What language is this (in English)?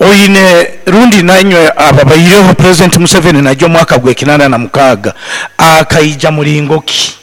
Nyoro